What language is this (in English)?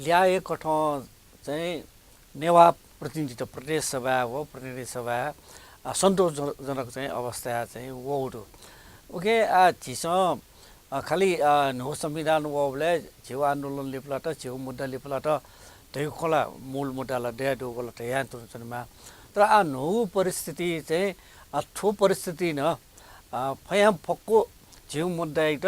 Newari